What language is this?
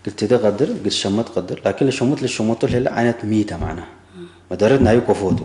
Tigre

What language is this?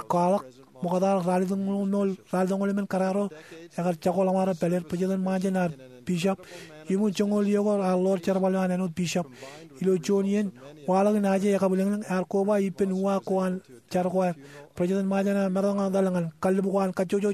Marshallese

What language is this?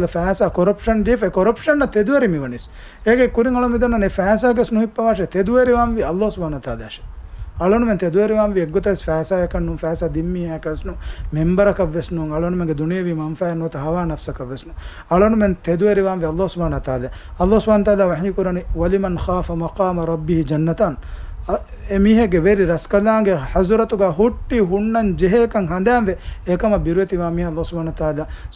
Divehi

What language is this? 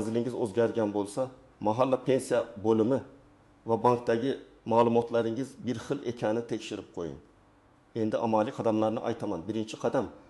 Uzbek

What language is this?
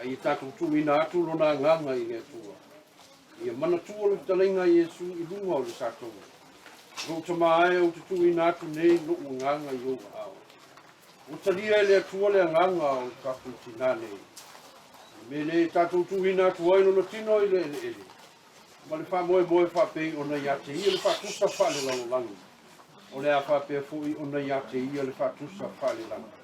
Samoan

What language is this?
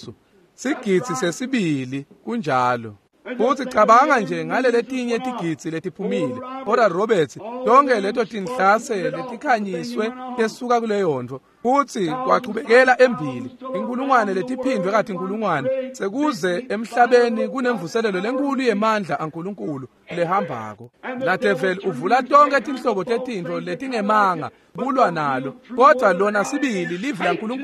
Swati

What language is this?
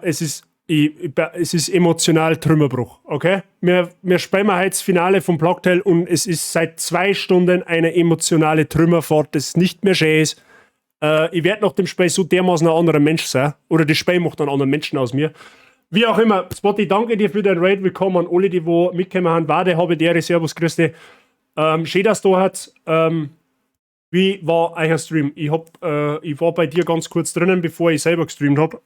Bavarian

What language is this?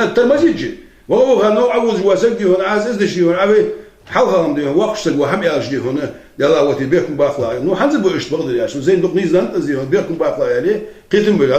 Ingush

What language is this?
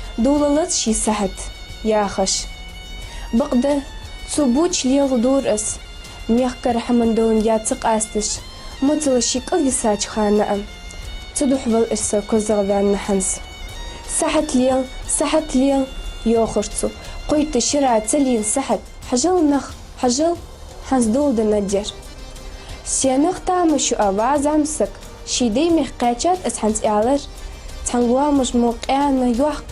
Ingush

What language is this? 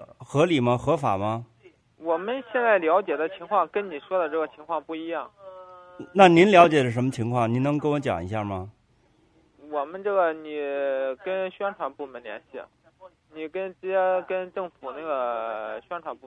Chinese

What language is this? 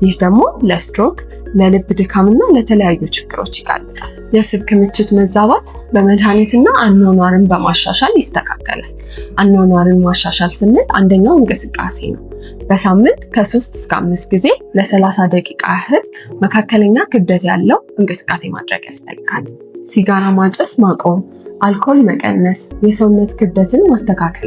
Amharic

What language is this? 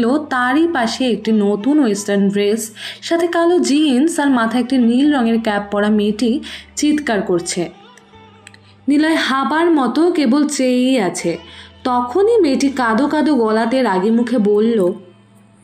Bangla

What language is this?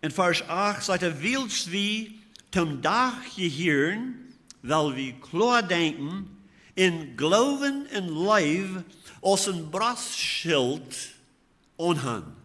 Plautdietsch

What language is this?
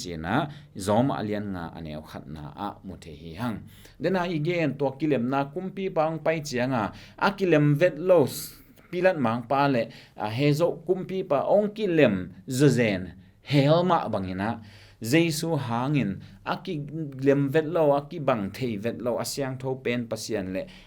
Tedim Chin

